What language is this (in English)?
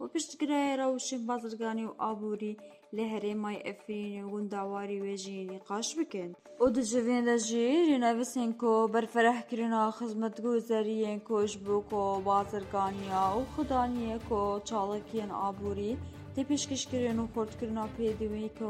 Kurdish